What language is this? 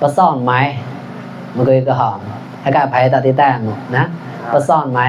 Mon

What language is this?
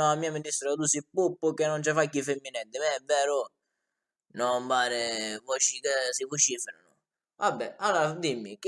Sicilian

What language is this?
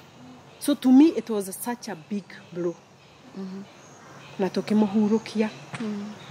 Kikuyu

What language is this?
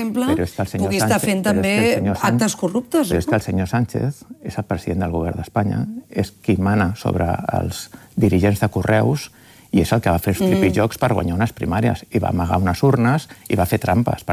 Catalan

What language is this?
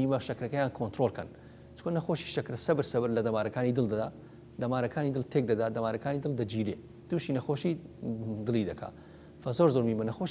Central Kurdish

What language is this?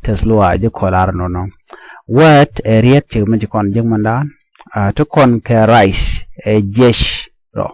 Nuer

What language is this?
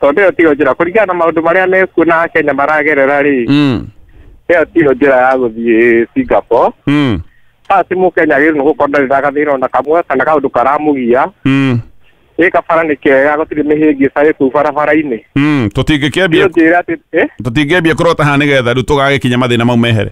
Kikuyu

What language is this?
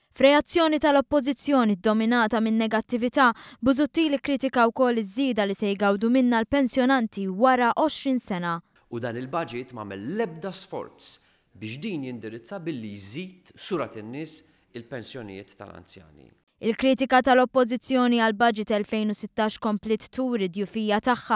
Maltese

